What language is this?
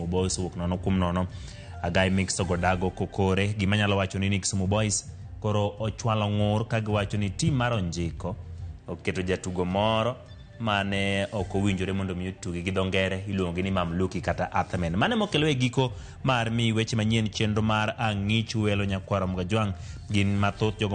Luo (Kenya and Tanzania)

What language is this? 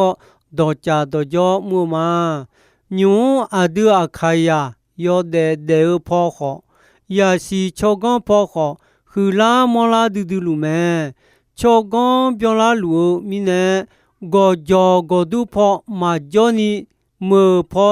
Akha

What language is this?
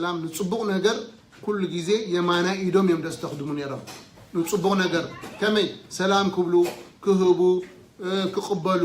Tigrinya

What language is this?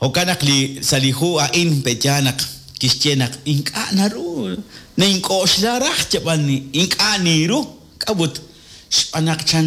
Kekchí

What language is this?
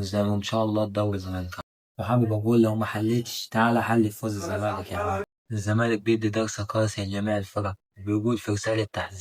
Egyptian Arabic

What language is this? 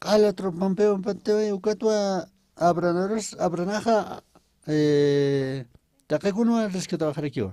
Aymara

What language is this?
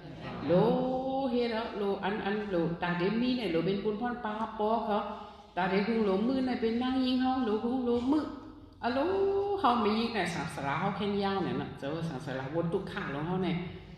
Shan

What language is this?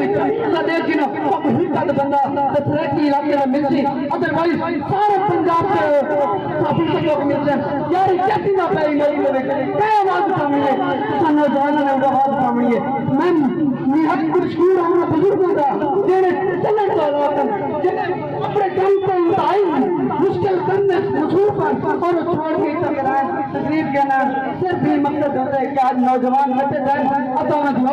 Saraiki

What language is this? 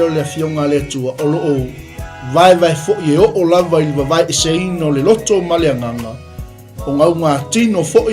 Samoan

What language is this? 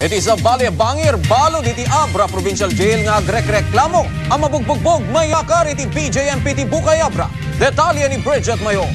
Iloko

